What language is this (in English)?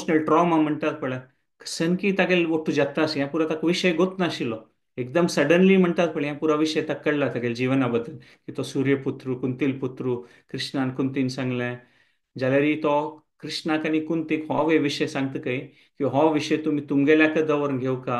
Konkani